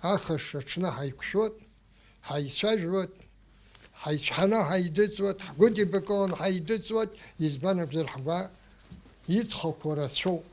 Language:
Abkhazian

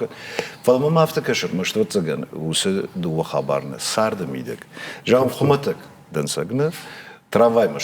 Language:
Ossetic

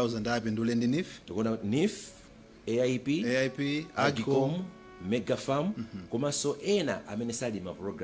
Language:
Nyanja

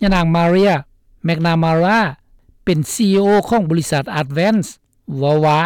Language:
Lao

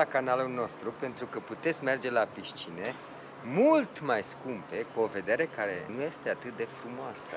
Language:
Romanian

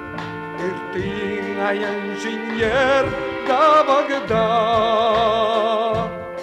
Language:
Buriat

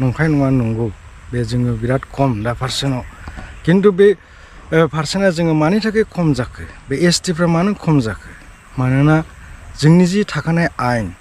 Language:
Bodo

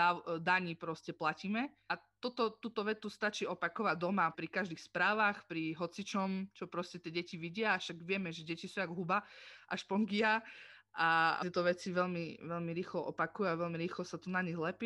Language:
Slovak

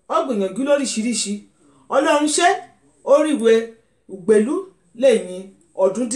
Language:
Yoruba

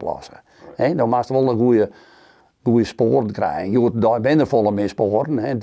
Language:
Western Frisian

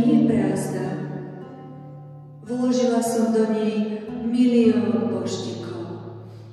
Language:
Slovak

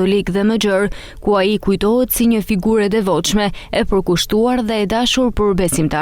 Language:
Albanian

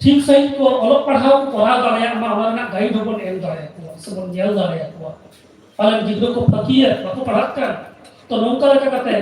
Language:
Santali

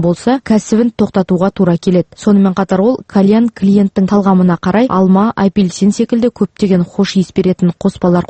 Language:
Kazakh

